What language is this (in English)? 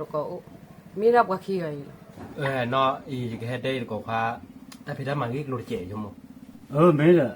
S'gaw Karen